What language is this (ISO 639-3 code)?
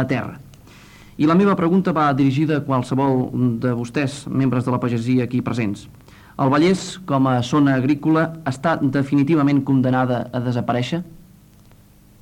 cat